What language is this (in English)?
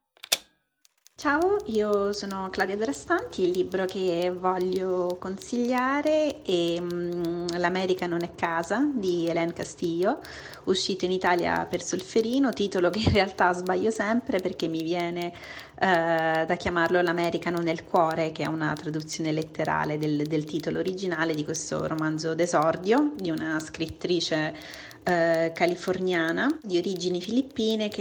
Italian